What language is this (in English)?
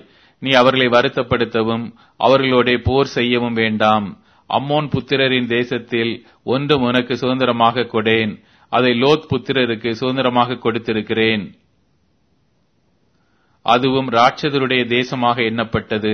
Tamil